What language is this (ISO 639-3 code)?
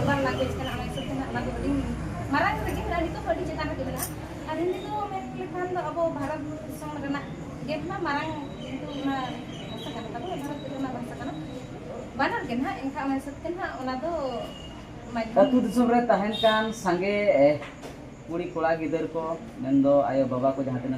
sat